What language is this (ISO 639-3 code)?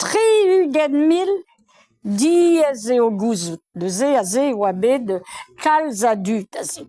bre